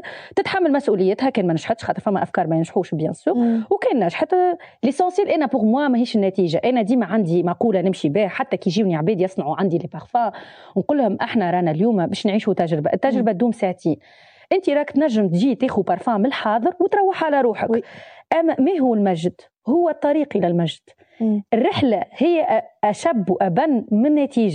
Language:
Tunisian Arabic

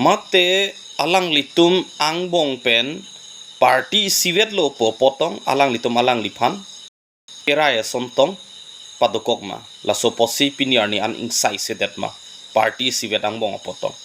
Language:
Karbi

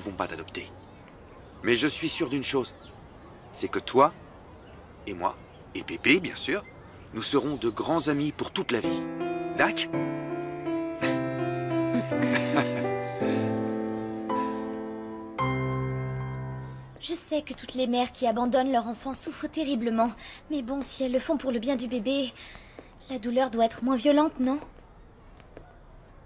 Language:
French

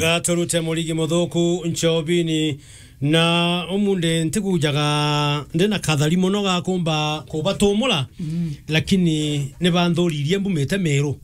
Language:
Meru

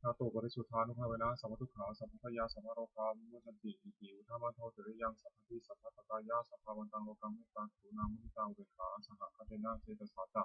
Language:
Pali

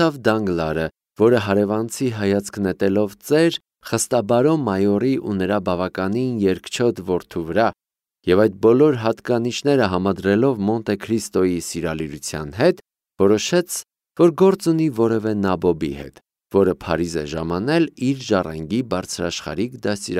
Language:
Armenian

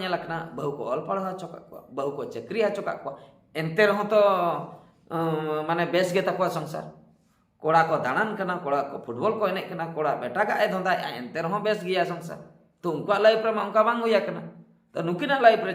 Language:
Santali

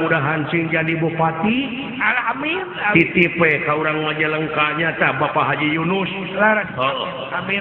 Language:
Sundanese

